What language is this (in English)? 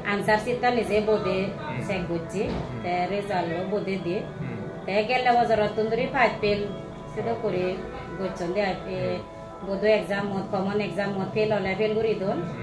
Chakma